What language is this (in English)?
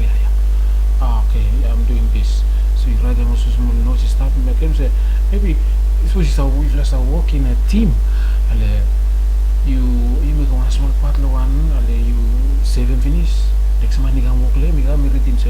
Bislama